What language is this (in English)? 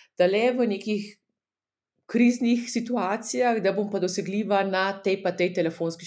Slovenian